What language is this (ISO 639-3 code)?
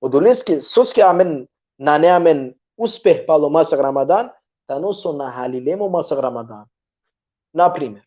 rmn